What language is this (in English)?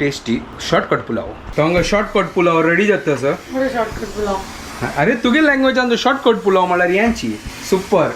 Konkani